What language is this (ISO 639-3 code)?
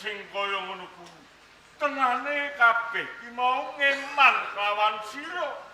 jav